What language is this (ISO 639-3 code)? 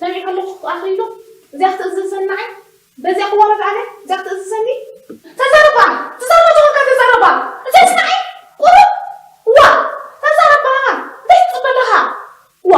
tir